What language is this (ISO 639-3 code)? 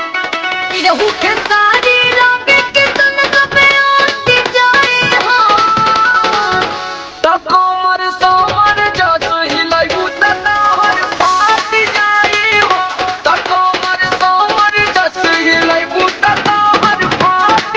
bho